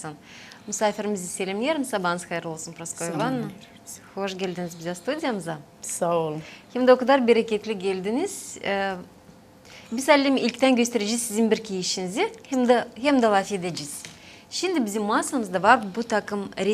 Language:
Gagauz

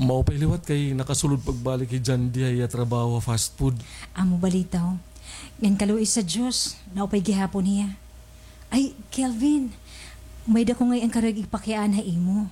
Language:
Waray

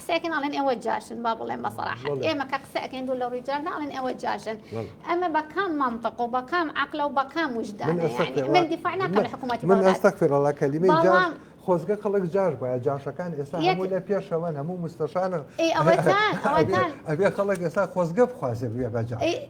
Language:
Central Kurdish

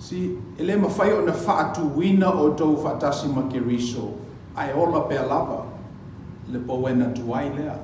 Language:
Samoan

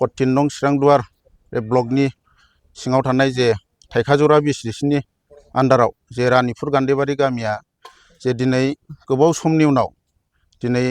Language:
Bodo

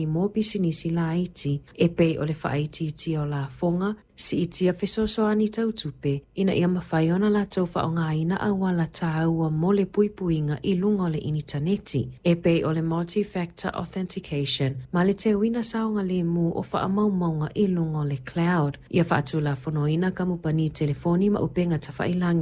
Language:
Samoan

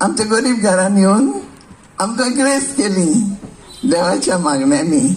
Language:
Konkani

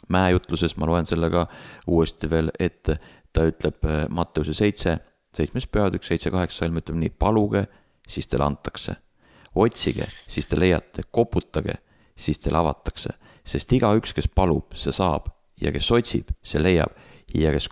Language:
Estonian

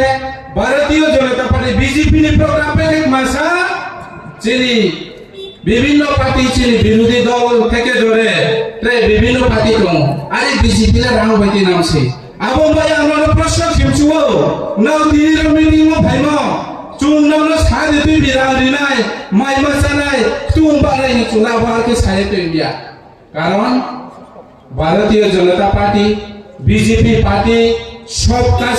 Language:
Riang (India)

